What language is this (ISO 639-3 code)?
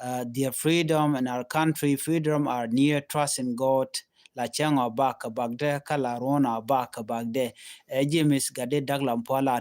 nus